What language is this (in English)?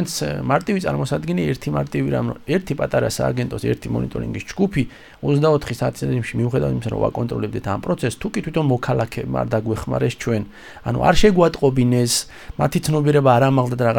Georgian